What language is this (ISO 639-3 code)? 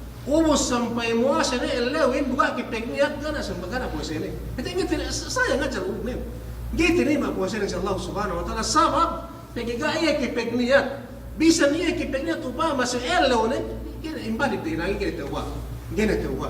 yka